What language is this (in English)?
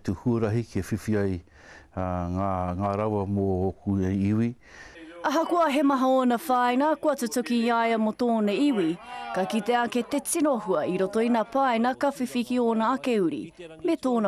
Māori